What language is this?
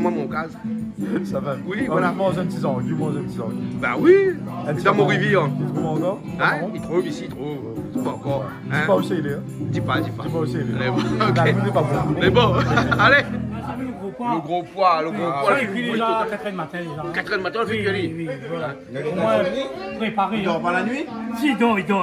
Réunion Creole French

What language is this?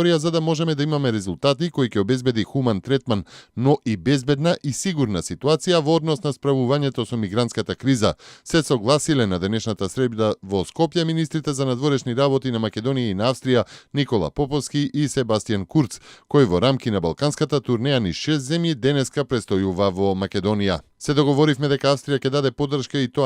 Macedonian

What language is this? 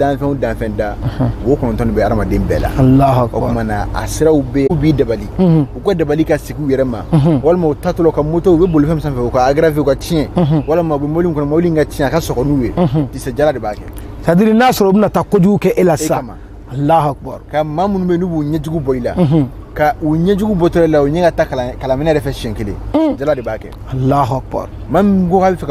Bambara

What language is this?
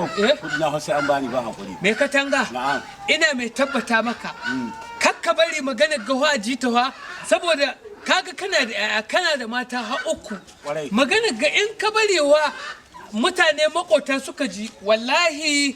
Hausa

